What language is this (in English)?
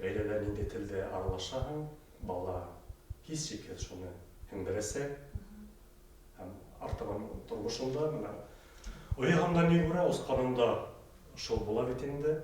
Bashkir